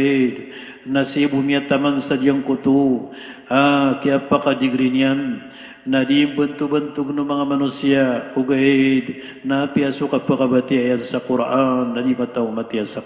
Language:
Maranao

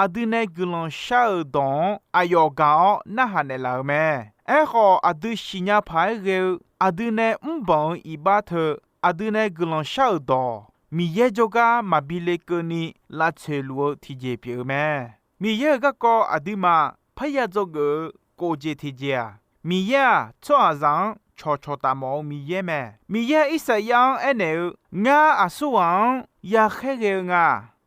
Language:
Akha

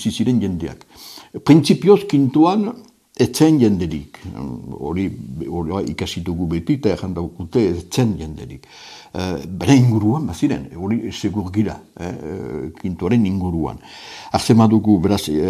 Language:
Basque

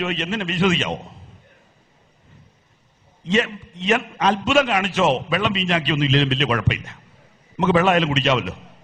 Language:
Malayalam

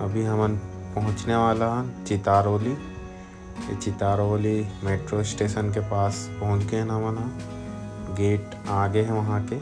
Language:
Chhattisgarhi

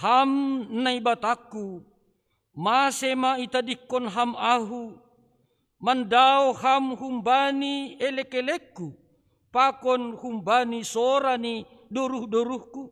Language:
Batak Simalungun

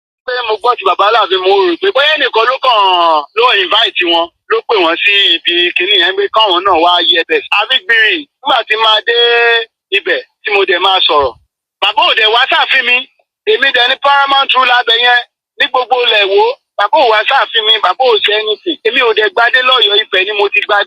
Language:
Yoruba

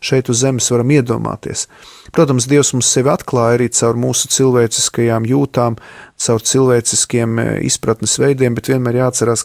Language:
Latvian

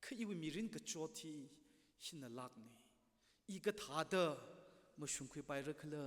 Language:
Tangkhul Naga (India)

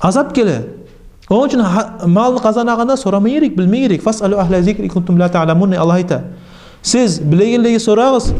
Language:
Kumyk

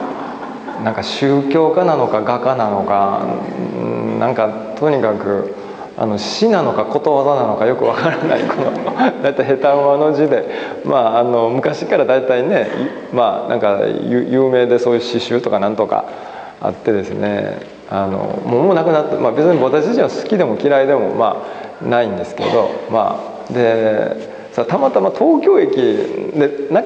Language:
Japanese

